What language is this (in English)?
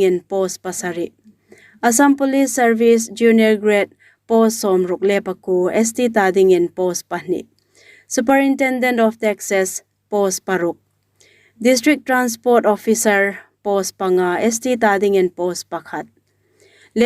Hmar